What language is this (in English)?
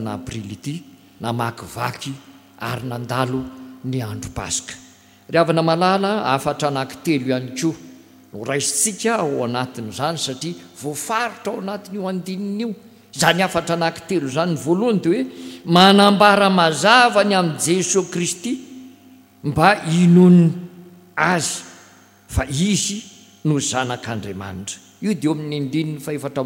Malagasy